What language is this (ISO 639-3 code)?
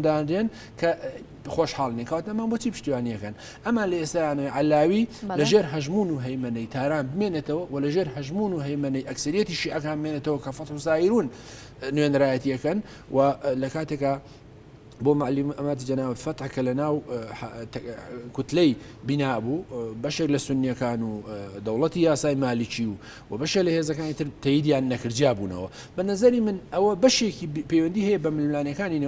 ckb